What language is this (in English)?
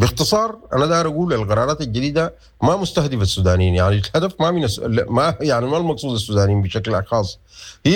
Sudanese Arabic